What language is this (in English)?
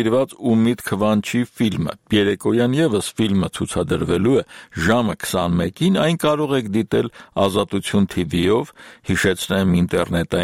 Armenian